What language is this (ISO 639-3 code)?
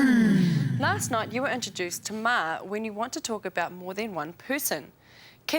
mri